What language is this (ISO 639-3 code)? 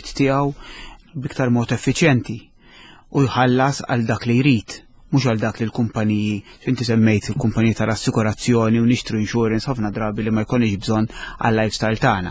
mlt